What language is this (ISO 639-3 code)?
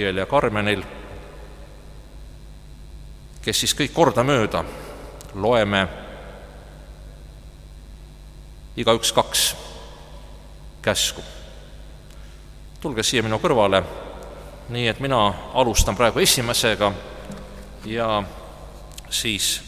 est